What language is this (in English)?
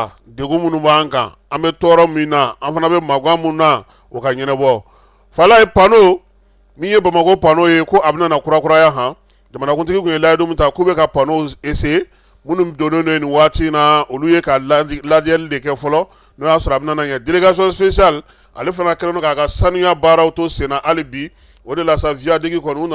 Bambara